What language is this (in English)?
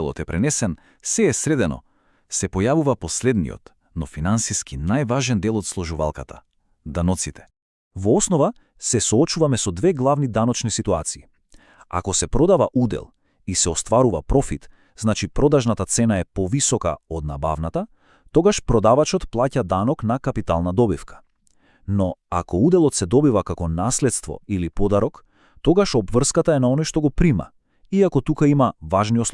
Macedonian